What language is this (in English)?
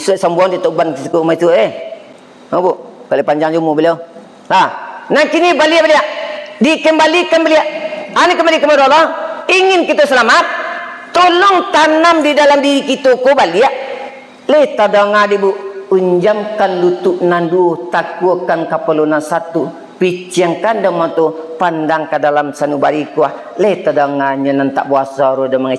Minangkabau